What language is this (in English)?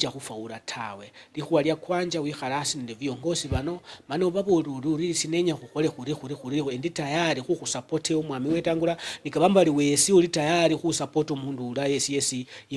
Luyia